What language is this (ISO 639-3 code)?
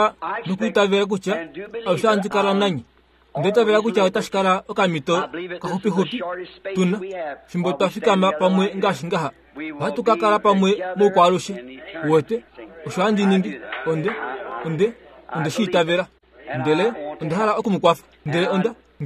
kua